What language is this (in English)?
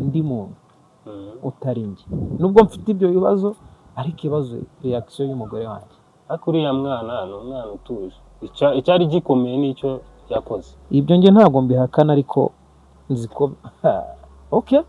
Kinyarwanda